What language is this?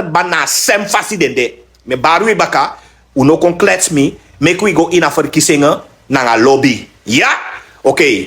Sranan Tongo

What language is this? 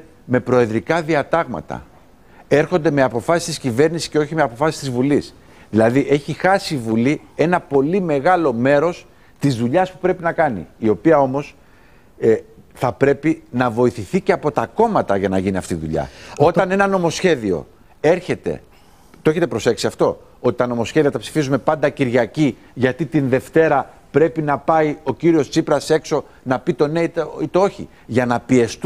Greek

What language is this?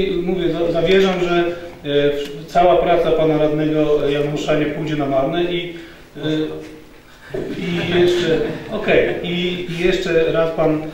Polish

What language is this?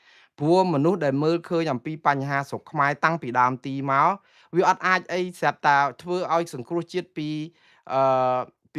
Khmer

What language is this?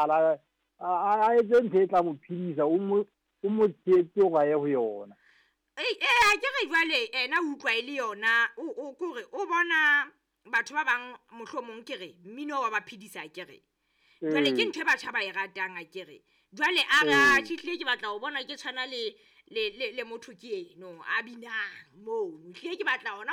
Southern Sotho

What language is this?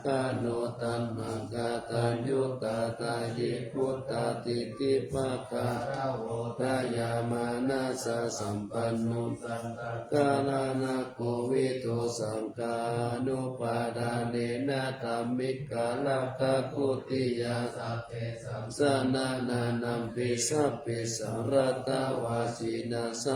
Pali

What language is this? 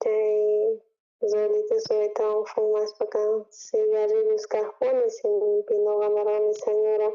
South Bolivian Quechua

